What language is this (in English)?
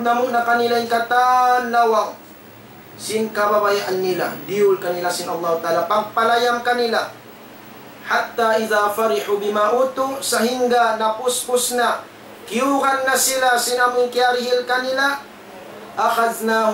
Tausug